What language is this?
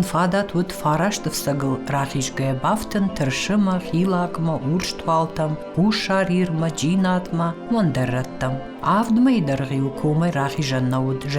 Ossetic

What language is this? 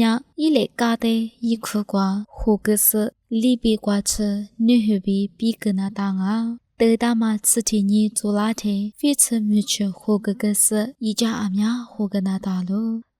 Lisu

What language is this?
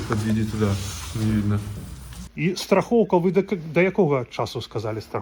Belarusian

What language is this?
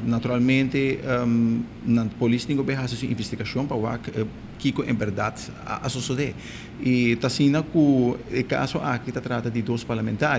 Papiamento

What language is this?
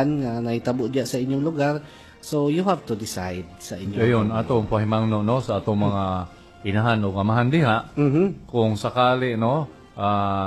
Cebuano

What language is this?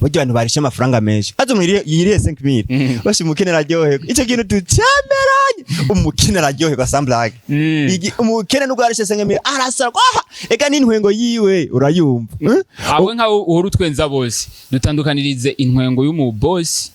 Rundi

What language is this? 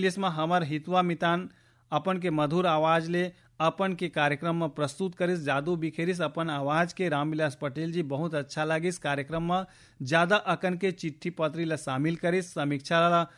Chhattisgarhi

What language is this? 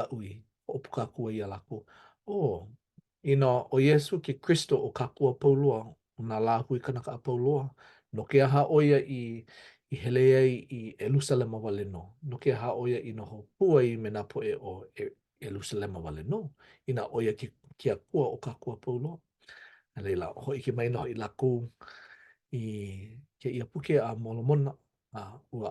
Hawaiian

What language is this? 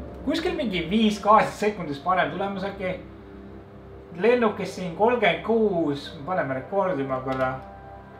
Estonian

